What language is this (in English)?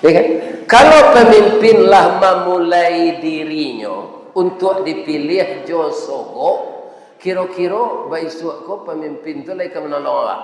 Minangkabau